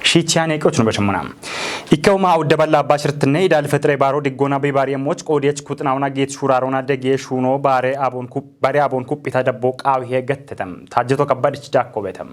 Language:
Kafa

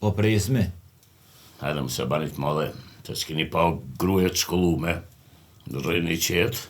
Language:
Albanian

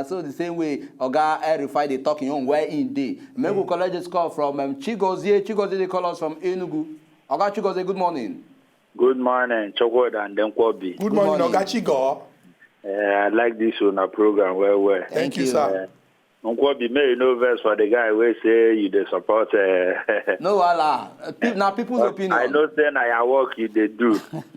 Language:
Nigerian Pidgin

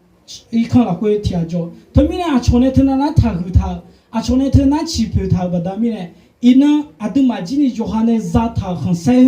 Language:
Akha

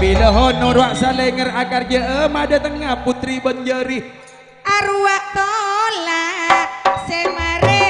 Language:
Madurese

